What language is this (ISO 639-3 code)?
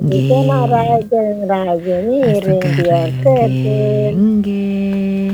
ban